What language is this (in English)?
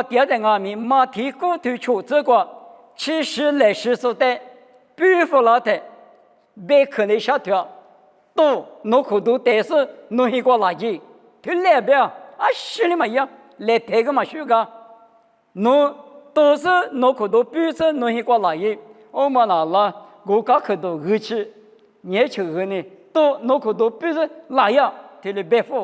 Lisu